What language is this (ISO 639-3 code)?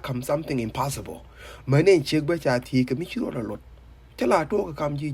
nus